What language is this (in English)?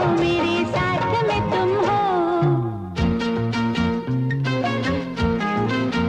Hindi